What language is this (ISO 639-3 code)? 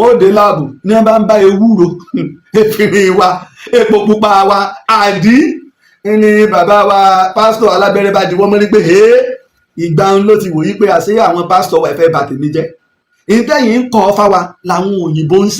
yor